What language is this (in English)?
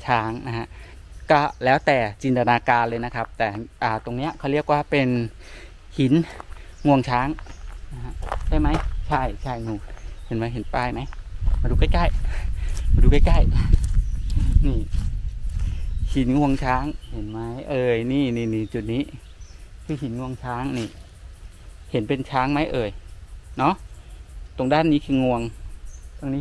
Thai